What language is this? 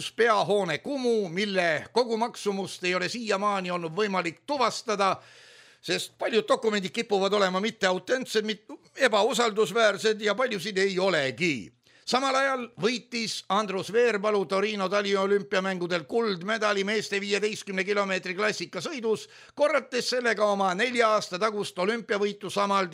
Estonian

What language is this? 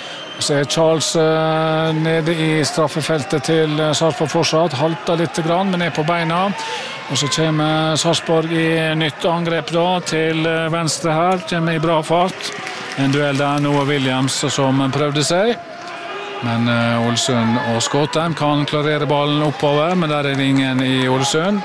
Norwegian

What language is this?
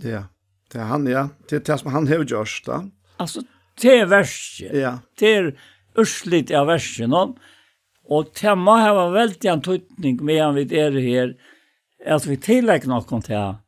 Faroese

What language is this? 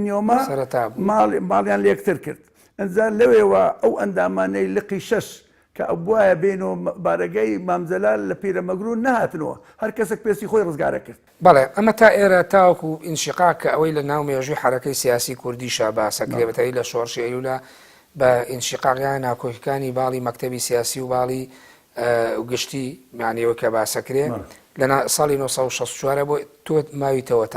Central Kurdish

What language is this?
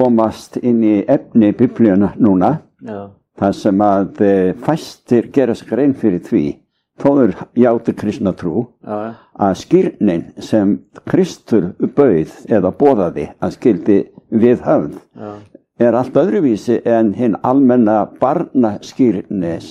Icelandic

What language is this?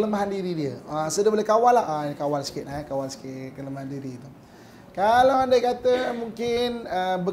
Malay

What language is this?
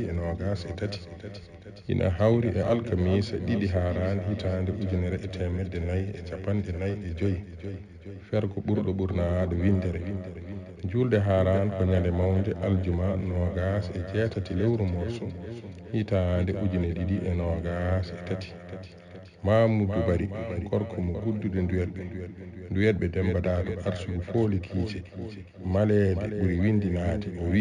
Fula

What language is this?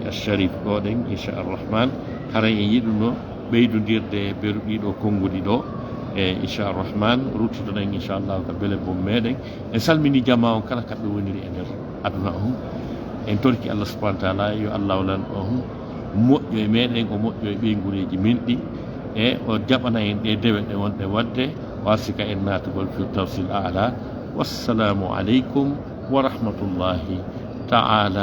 Fula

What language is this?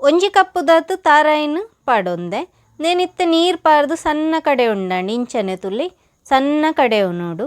Tulu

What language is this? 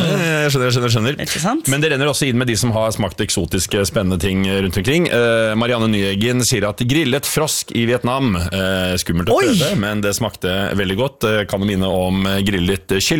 Norwegian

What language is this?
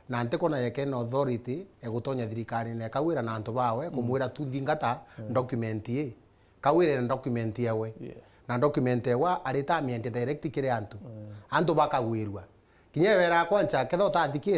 Meru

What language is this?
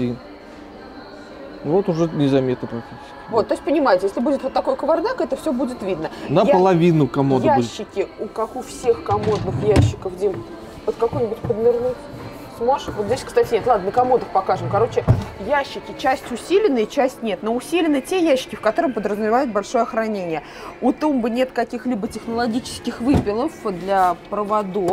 Russian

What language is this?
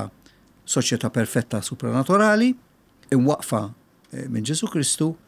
Maltese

